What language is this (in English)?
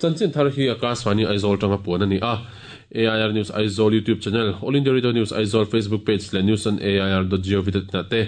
Mizo